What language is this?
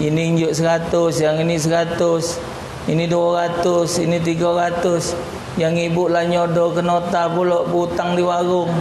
Musi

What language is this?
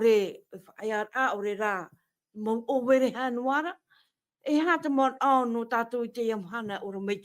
Tahitian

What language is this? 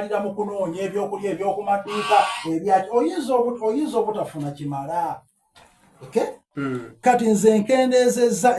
Soga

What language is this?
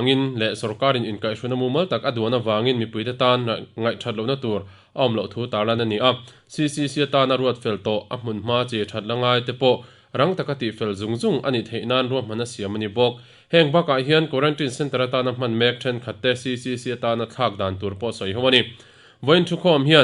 Mizo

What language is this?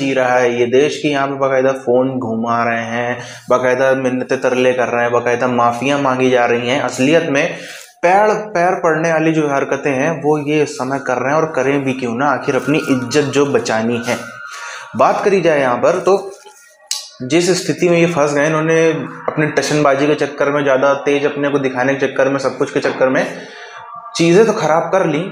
Hindi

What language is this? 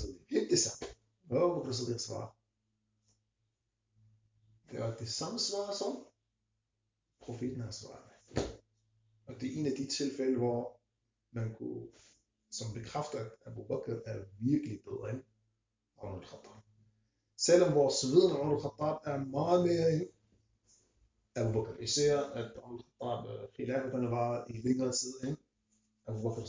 Danish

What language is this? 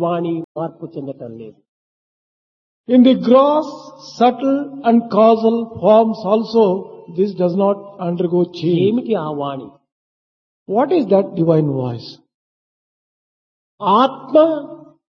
Telugu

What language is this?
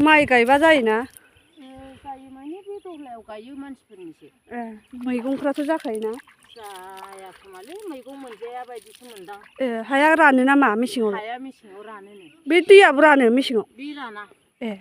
Bodo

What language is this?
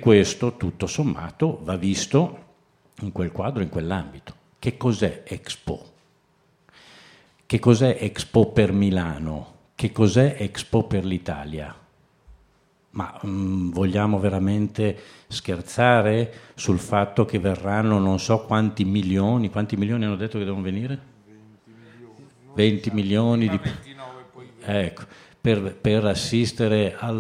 Italian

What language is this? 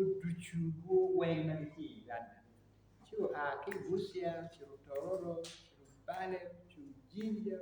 Acoli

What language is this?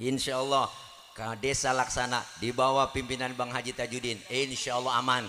Betawi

